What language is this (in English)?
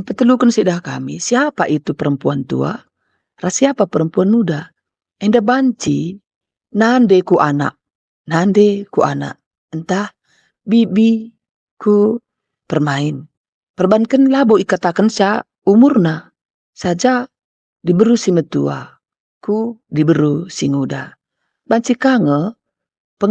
Batak Karo